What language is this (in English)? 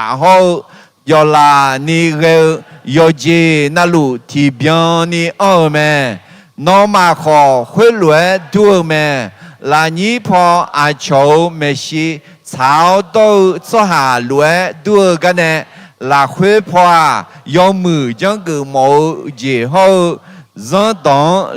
Akha